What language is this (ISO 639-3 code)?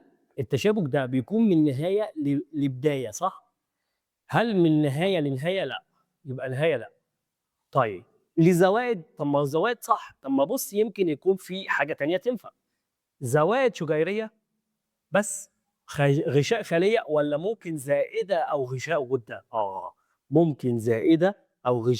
arz